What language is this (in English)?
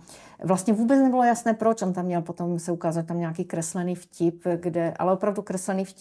Czech